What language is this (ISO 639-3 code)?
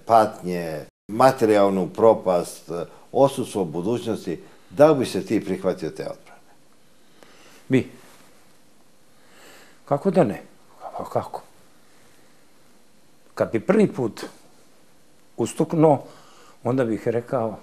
srp